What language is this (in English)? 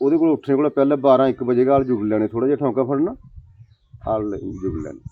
Dogri